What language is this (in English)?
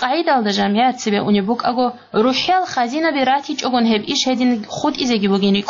Avaric